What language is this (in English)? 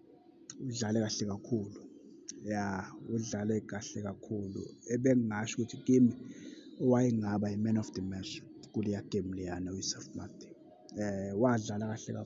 Zulu